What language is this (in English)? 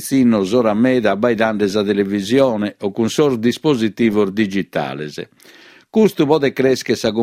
Sardinian